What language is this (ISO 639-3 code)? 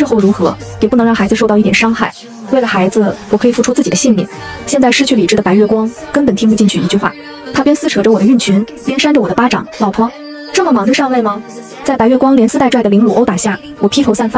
zho